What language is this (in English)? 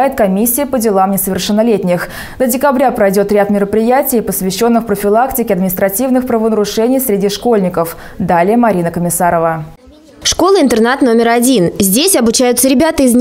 Russian